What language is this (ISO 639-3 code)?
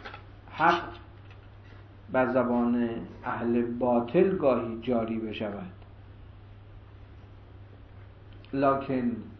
fas